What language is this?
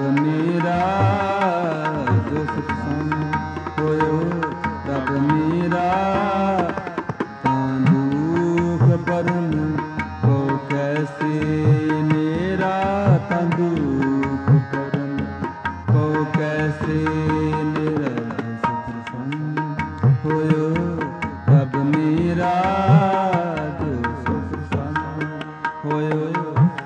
Punjabi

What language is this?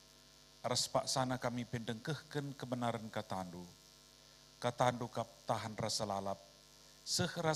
Batak Karo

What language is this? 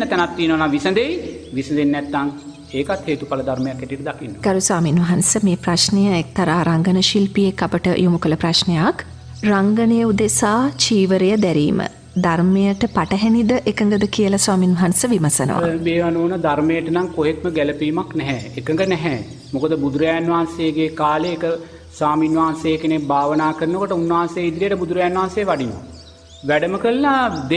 Sinhala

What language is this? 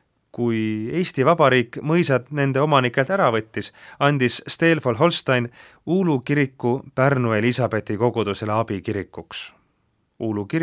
Estonian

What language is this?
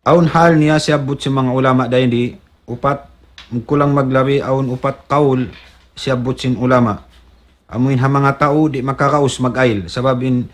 Tausug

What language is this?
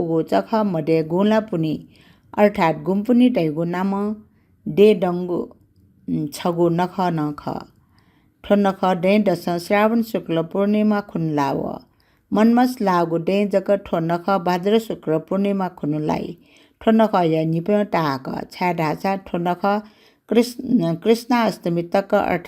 Newari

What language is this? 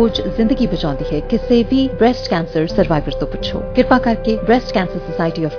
Punjabi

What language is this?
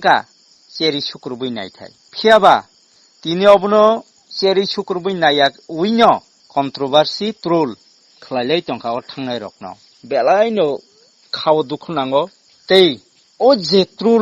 Kok Borok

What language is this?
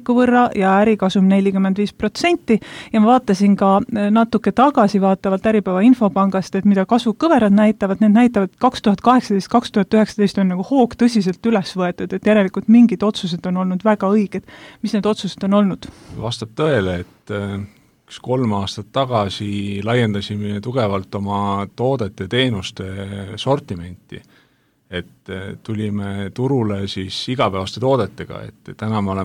Estonian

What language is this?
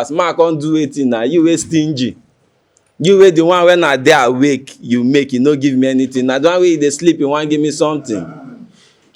Nigerian Pidgin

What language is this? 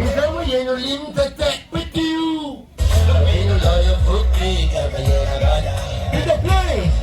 Acoli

